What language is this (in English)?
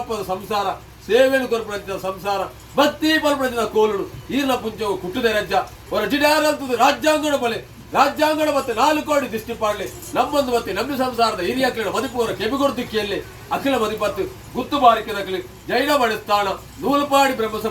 Tulu